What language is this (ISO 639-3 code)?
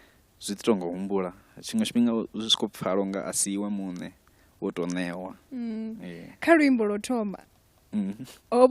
ven